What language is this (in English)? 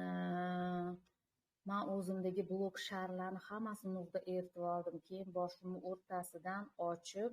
Uzbek